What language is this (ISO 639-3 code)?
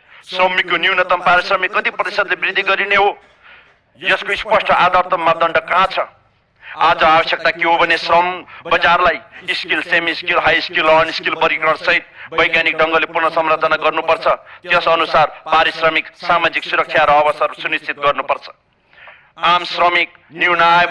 nep